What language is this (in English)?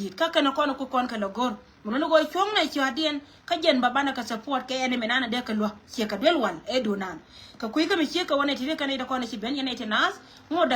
Nuer